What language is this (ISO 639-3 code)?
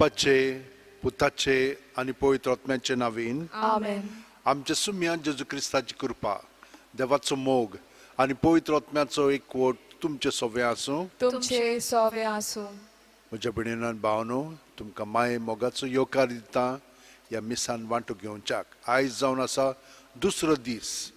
kok